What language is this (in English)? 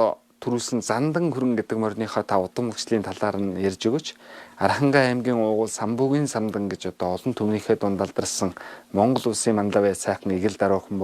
Mongolian